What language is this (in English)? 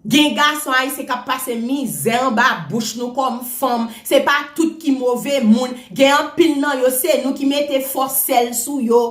Haitian Creole